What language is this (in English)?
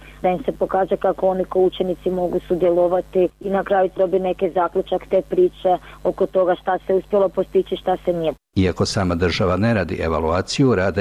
Bosnian